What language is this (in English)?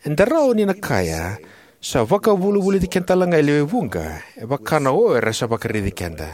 Fijian